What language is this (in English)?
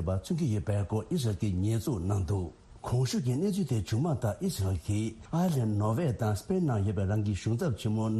Tibetan